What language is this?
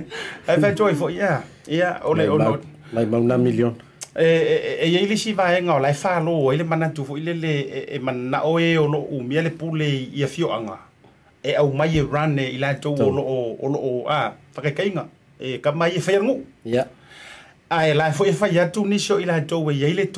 Samoan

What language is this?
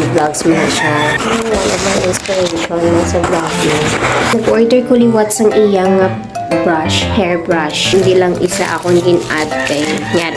Hiligaynon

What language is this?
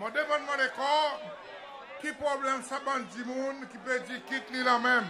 Seselwa Creole French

